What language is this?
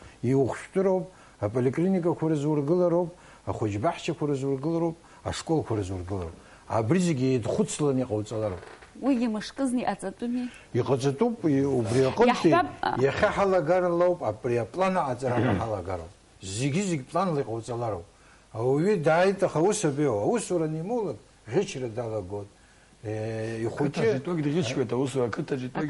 Abkhazian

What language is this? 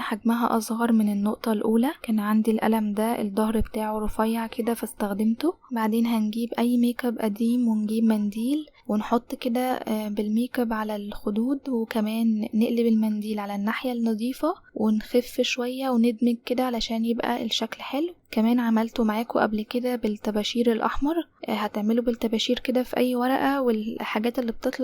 Egyptian Arabic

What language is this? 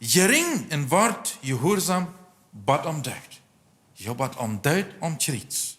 Plautdietsch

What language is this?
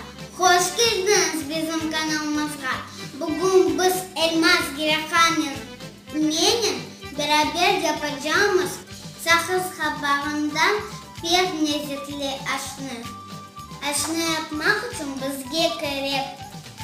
Crimean Tatar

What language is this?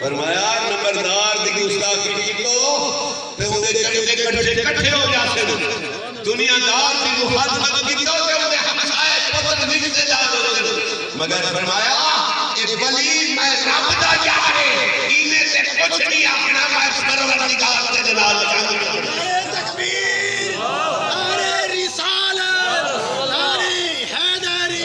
Saraiki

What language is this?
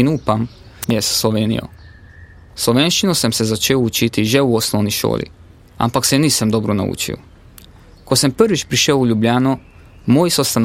Slovenian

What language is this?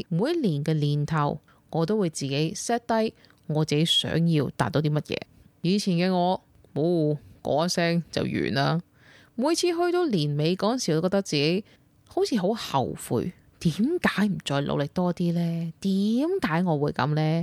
Cantonese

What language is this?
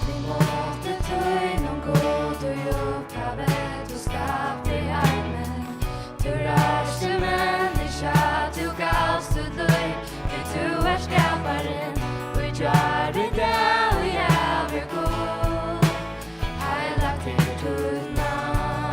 Faroese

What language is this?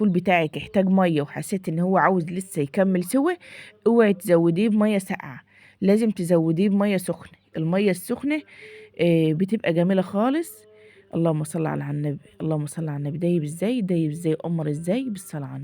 Egyptian Arabic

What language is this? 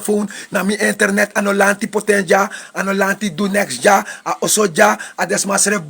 Sranan Tongo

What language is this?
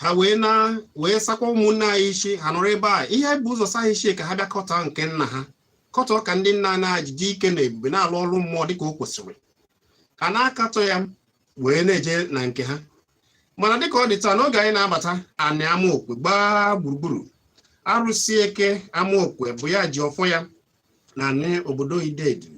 Igbo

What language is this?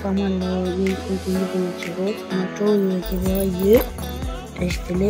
Tibetan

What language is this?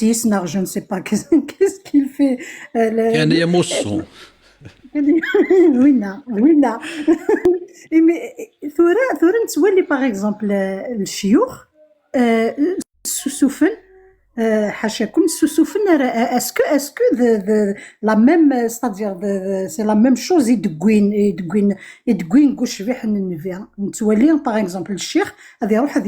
Kabyle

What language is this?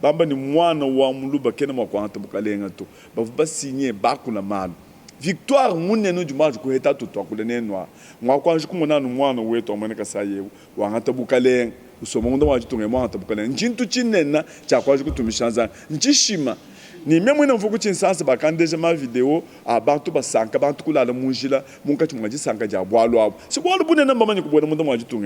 Luba-Lulua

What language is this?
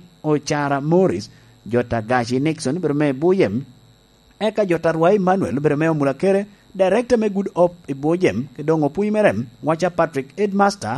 Lango (Uganda)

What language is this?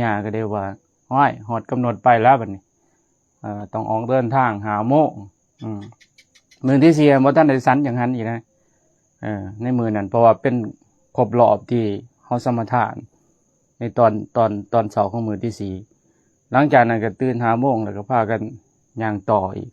Lao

